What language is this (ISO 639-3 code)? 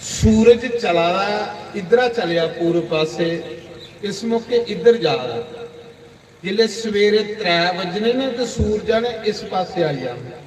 doi